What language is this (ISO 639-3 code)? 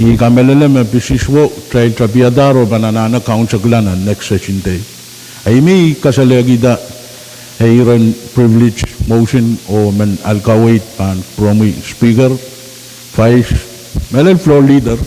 pon